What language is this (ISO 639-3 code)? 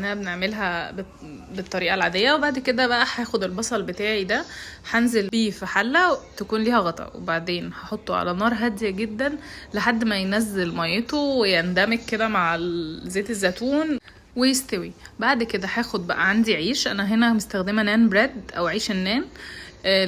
arz